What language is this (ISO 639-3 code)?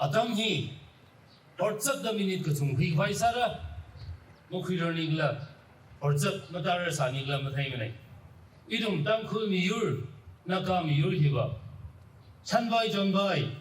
nmf